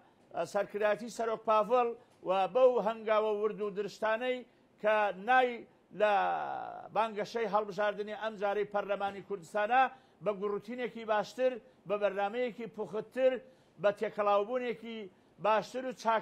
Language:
Central Kurdish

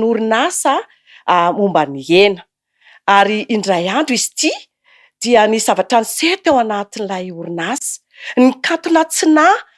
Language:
Malagasy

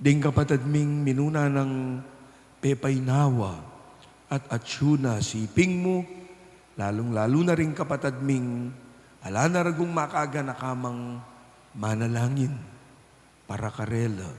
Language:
Pampanga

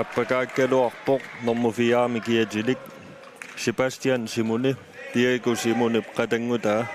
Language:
Kalaallisut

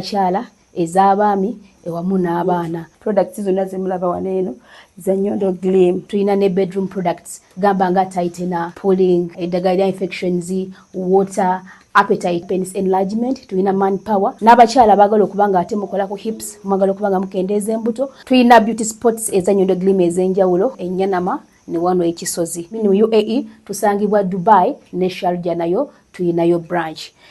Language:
Ganda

